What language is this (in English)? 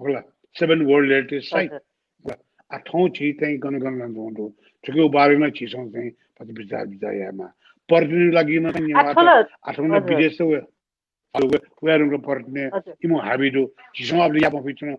Newari